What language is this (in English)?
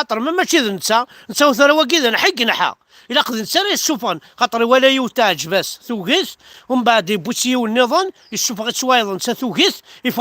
Kabyle